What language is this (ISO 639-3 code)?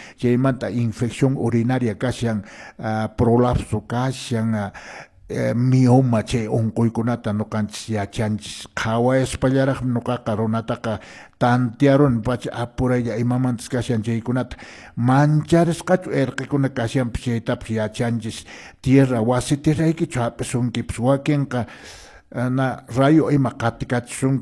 que